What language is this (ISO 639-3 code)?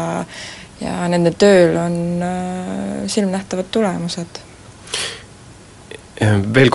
est